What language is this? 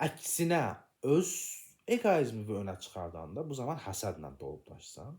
Azerbaijani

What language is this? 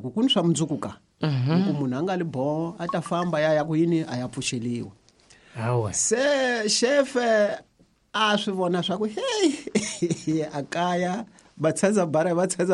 Tsonga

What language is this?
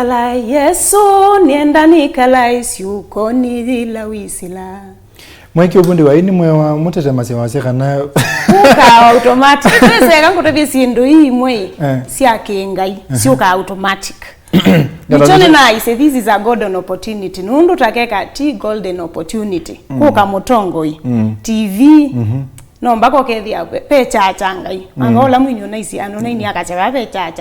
Kamba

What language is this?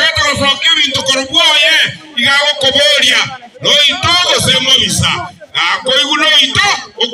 Gusii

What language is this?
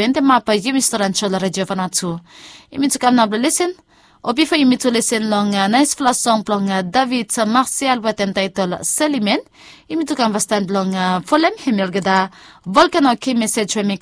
Bislama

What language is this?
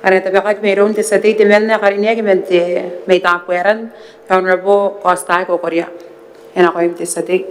Gilbertese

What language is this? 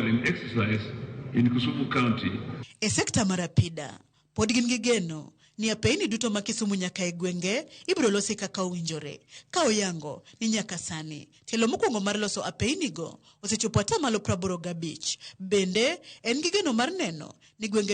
Luo (Kenya and Tanzania)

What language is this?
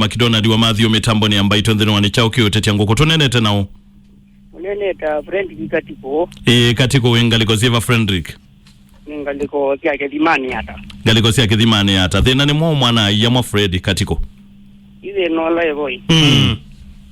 Kamba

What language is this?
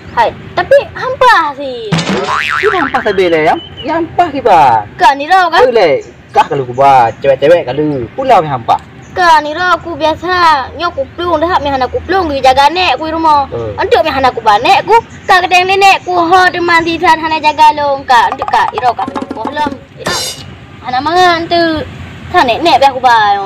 Achinese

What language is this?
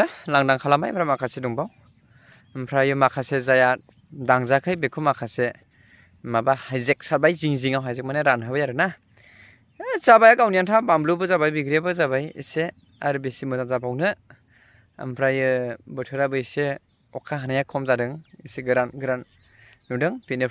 Bodo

